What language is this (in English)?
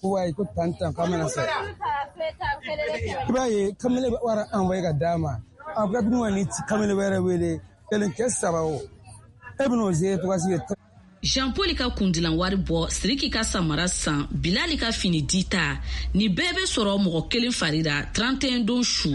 Bambara